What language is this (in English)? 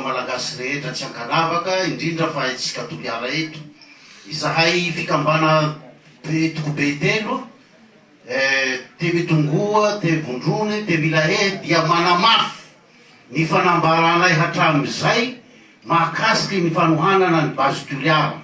Malagasy